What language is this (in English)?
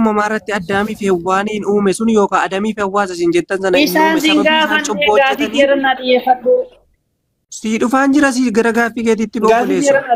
Oromo